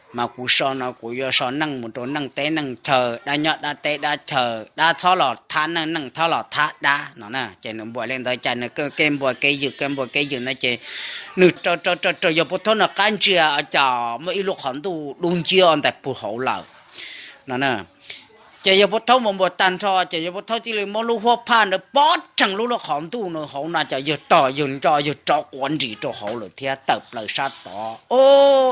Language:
Hmong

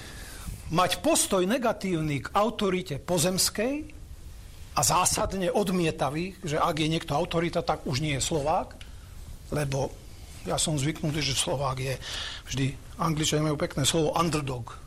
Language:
Slovak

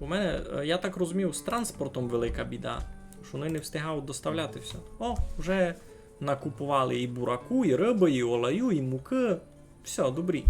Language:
Rusyn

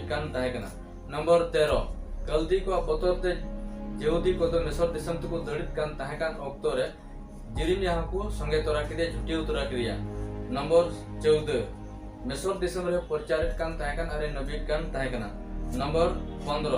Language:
Santali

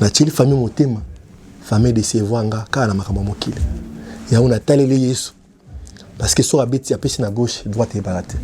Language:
Lingala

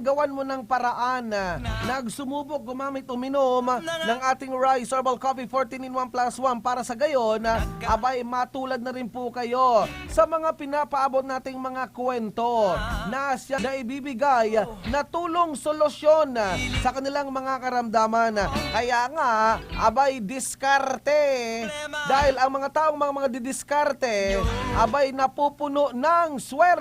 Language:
Bikol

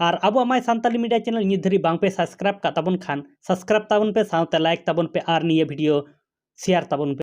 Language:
Santali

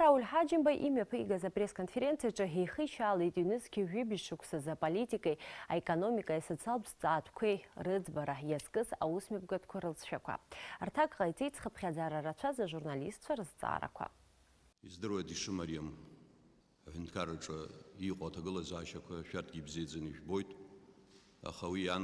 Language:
Abkhazian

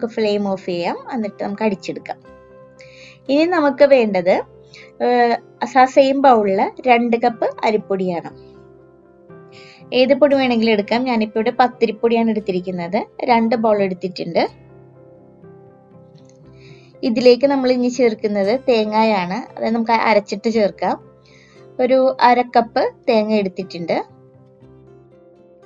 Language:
Malayalam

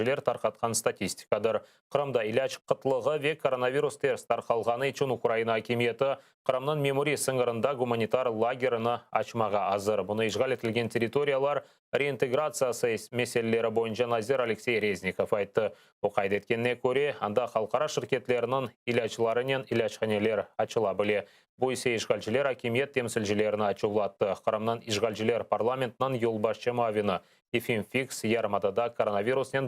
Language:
Crimean Tatar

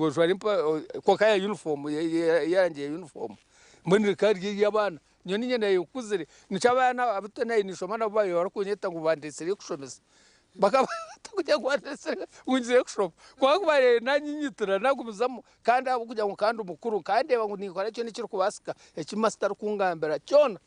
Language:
Nyankole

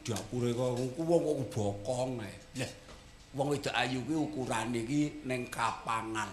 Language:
Javanese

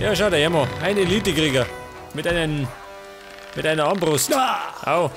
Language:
Bavarian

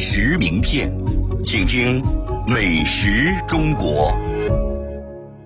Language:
Chinese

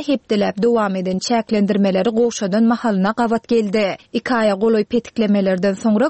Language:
Turkmen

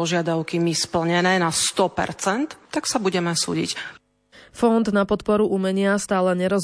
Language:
Slovak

